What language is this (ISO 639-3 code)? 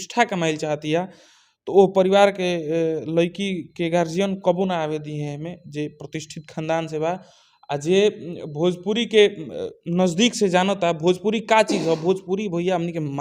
bho